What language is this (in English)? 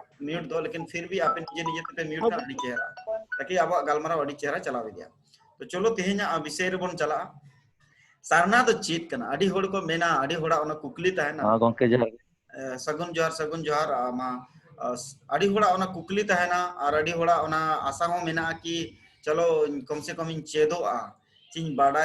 Santali